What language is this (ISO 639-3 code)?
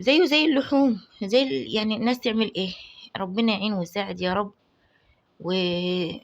arz